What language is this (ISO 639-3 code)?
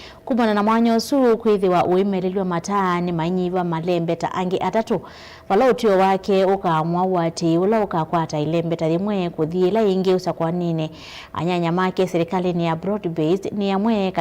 kam